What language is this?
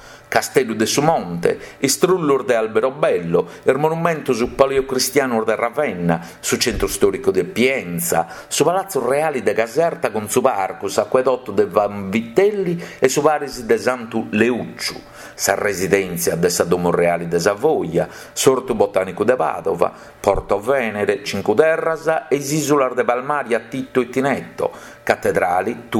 Sardinian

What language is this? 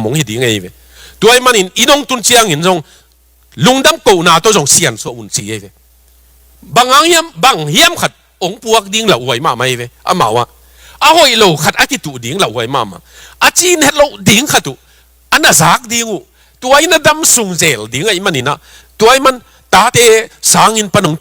Tedim Chin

